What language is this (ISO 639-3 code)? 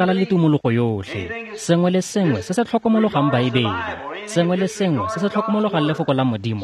tsn